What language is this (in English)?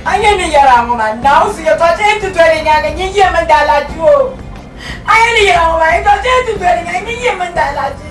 Dagbani